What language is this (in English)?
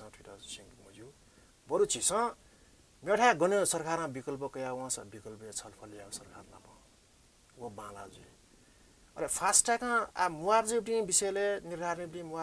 Newari